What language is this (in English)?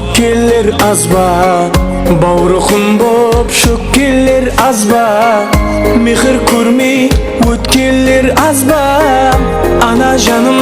Kara-Kalpak